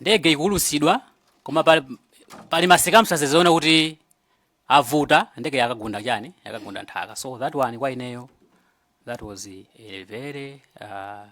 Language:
Nyanja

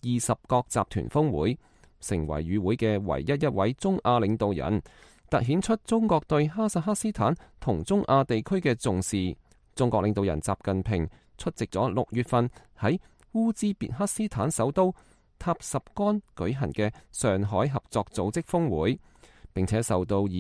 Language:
Cantonese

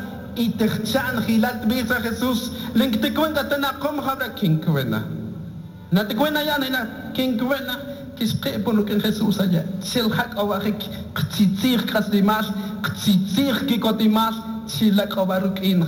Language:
Tz'utujil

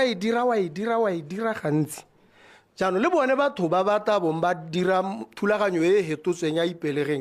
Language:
Tswana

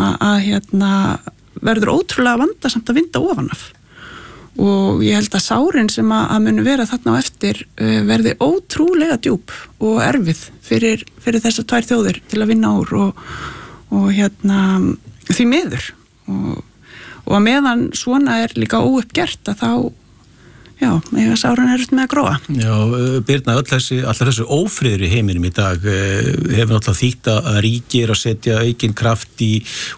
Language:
Icelandic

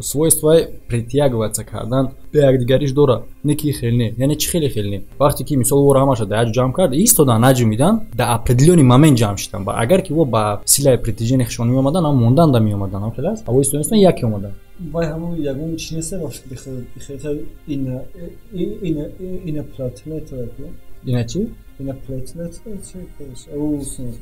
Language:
Tajik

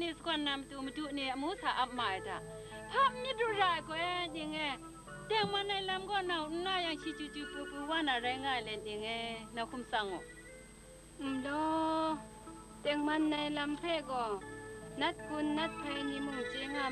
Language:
Kachin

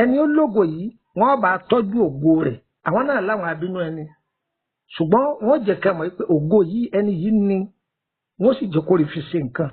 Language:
Yoruba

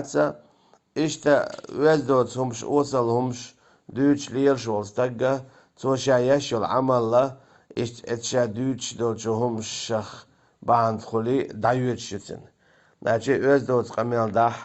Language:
Chechen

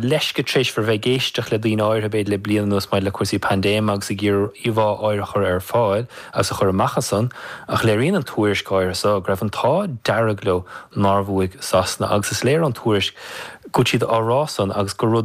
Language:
Irish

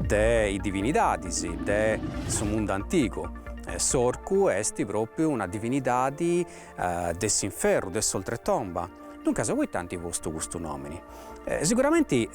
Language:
Sardinian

